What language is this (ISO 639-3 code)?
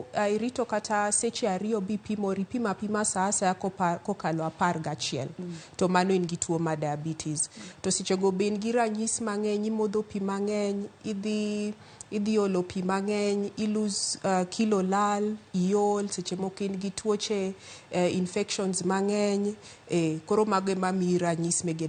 luo